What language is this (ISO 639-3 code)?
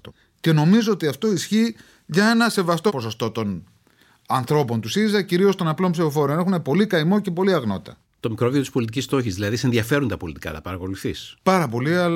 ell